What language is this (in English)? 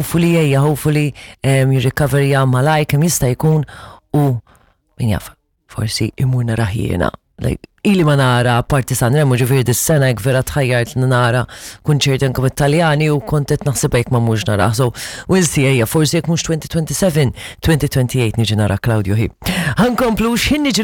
Maltese